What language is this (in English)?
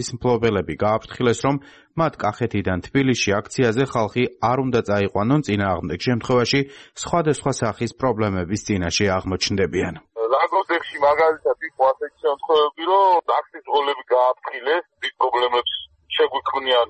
Georgian